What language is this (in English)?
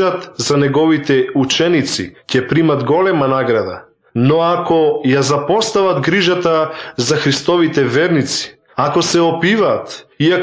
Macedonian